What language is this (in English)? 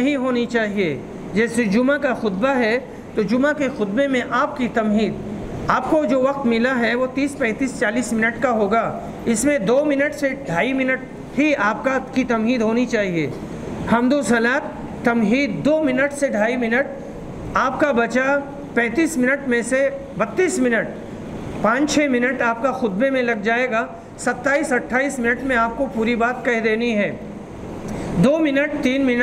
Urdu